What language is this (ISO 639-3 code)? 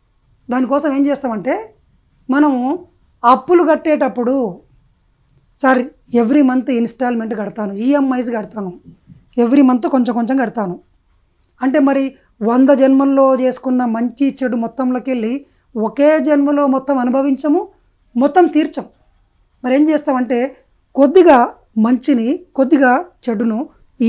tel